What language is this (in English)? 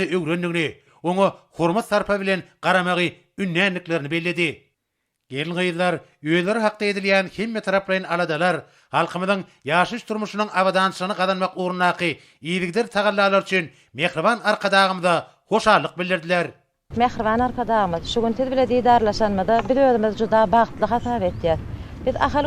Turkmen